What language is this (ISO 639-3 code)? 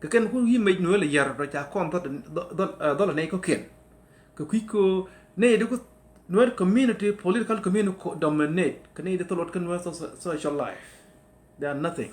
nus